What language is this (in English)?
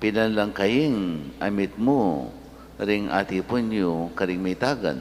Pampanga